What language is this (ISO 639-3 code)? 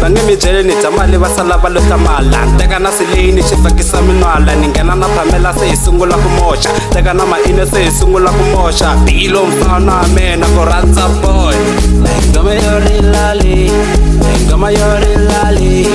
tso